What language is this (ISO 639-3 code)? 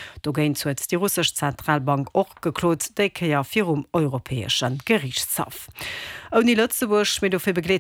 ltz